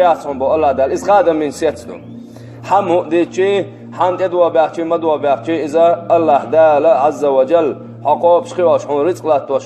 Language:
Chechen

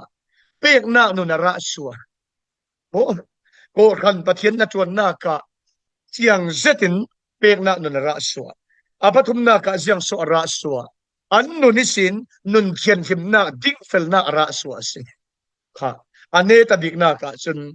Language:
Falam Chin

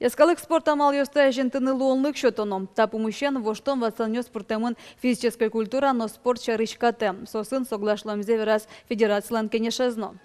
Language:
Udmurt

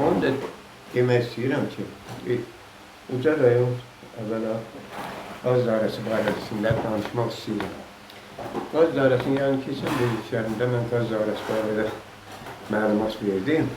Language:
Azerbaijani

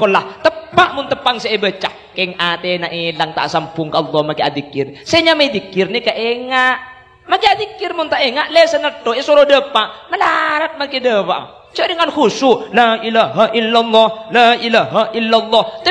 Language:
Madurese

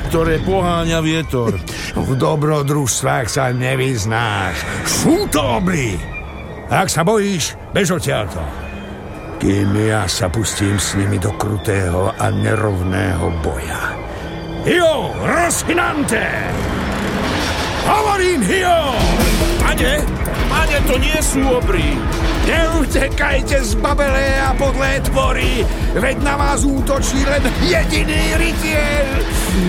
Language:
Slovak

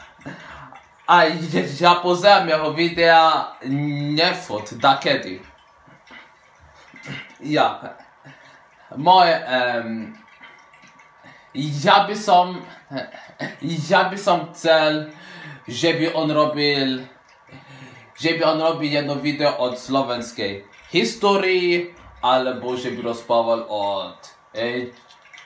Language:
Polish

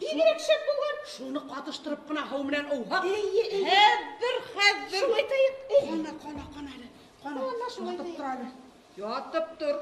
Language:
Bashkir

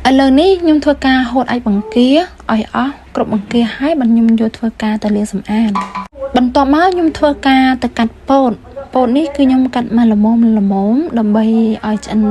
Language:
Khmer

